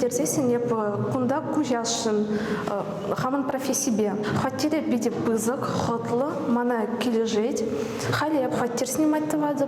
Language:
Chuvash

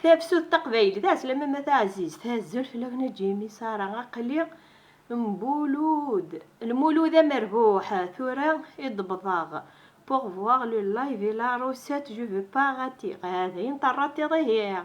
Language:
Kabyle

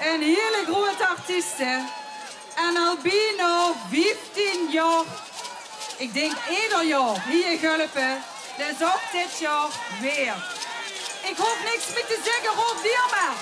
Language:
Limburgish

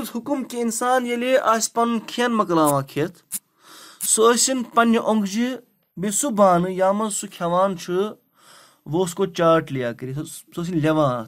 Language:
Kashmiri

